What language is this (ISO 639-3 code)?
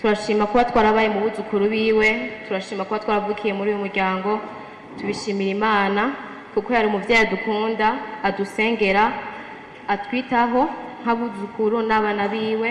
run